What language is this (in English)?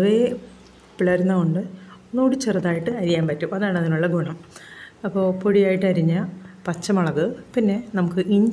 Malayalam